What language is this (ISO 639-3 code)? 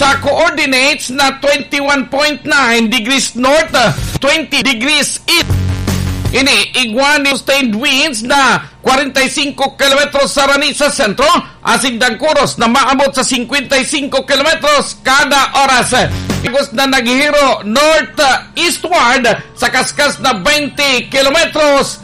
bik